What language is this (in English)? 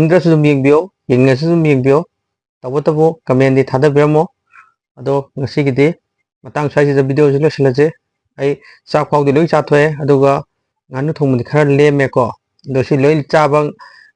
Manipuri